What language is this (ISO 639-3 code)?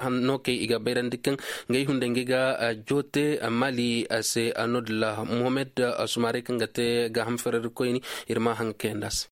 ses